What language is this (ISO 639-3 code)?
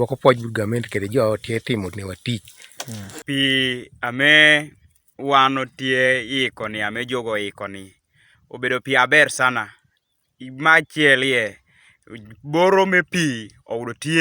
teo